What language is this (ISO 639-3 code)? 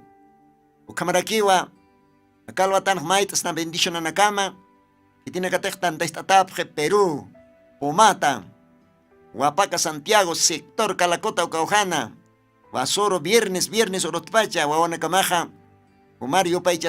aym